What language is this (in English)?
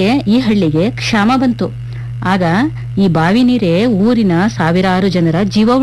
Kannada